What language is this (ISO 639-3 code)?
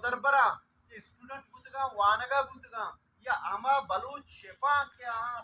bal